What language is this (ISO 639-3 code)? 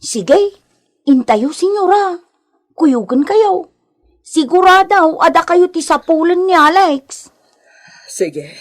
ilo